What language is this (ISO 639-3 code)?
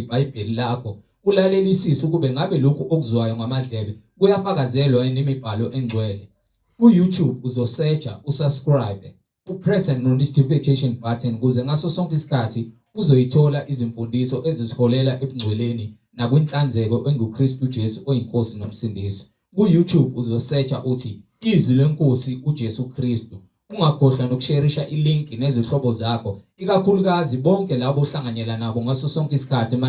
zul